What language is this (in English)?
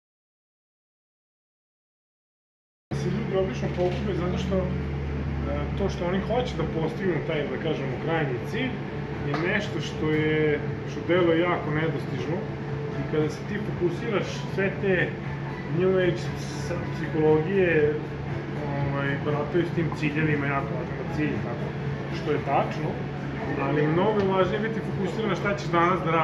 Serbian